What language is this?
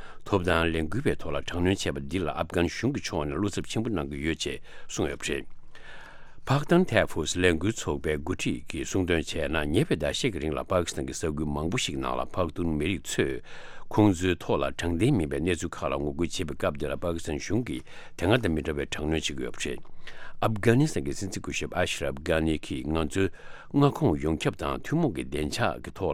Tibetan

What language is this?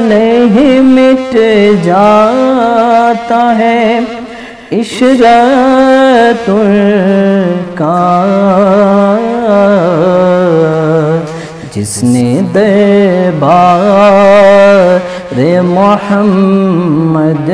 Brahui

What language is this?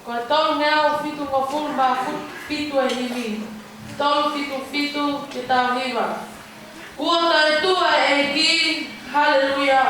Tongan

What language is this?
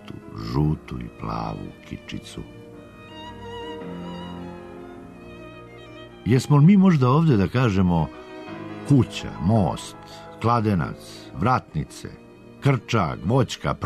Serbian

